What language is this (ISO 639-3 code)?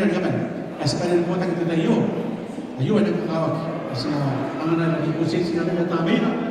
gil